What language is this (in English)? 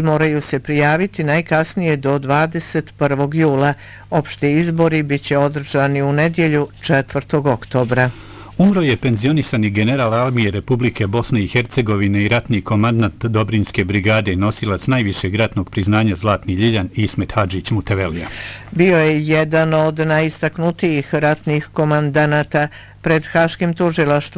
Bosnian